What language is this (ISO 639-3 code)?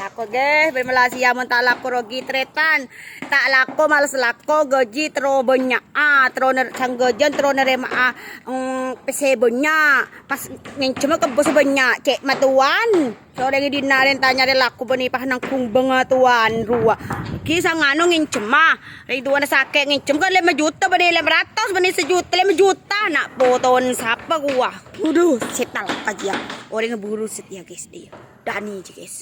mad